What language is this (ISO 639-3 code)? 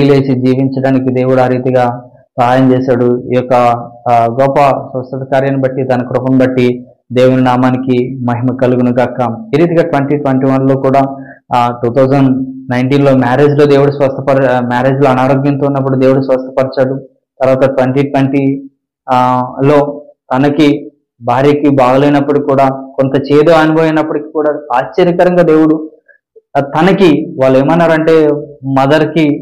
tel